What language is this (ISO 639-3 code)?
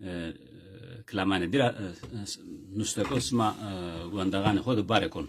zza